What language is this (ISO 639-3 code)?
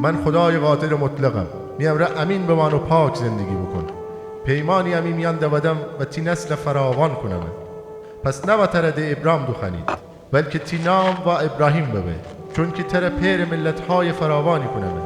glk